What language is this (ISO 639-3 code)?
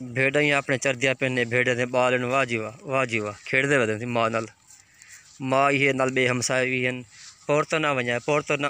skr